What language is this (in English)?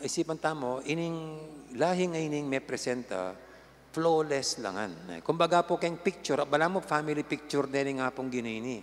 Pampanga